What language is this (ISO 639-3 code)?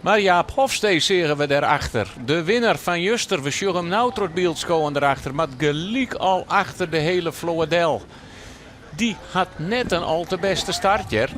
fry